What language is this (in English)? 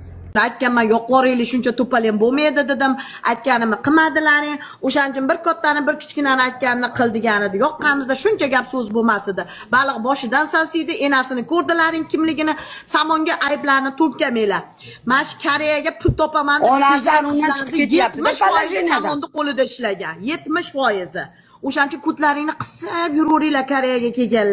Uzbek